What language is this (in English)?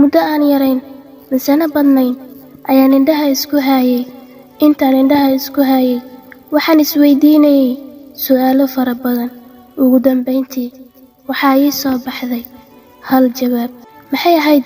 Somali